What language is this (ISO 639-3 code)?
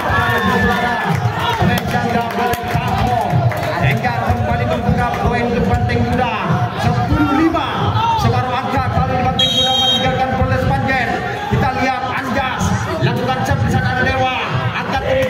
ind